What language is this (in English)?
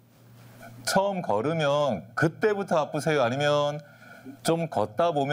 Korean